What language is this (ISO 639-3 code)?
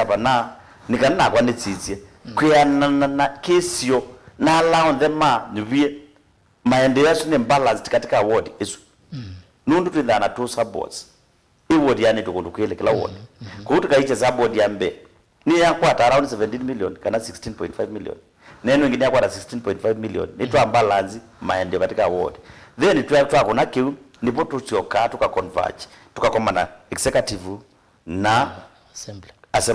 kam